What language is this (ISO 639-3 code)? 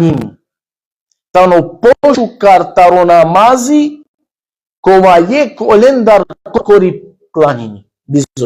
rmn